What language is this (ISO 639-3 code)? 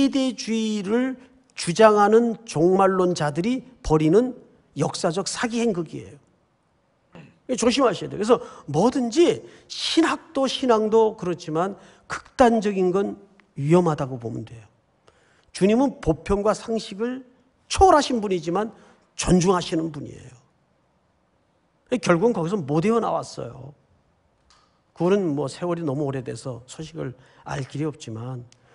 kor